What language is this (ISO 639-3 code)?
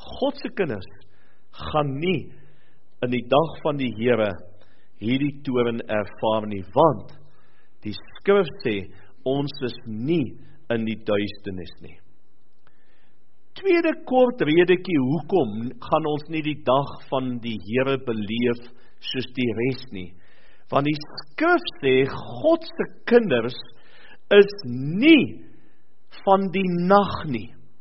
afr